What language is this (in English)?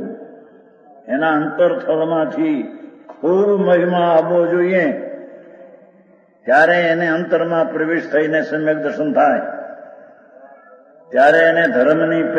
Gujarati